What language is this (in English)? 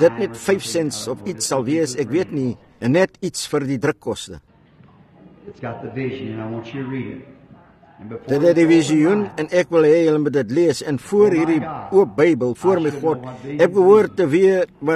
Afrikaans